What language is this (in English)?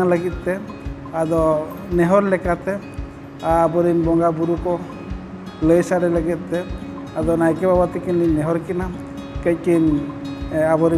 Santali